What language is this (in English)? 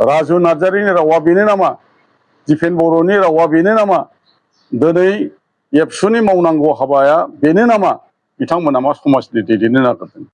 Bodo